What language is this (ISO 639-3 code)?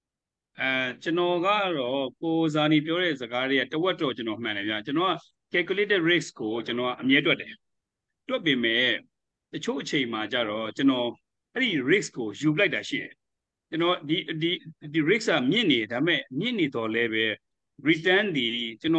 mya